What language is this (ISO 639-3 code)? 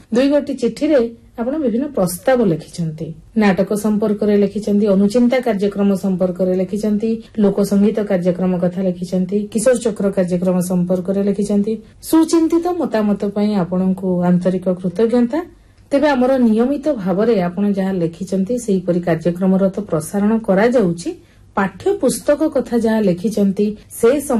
ori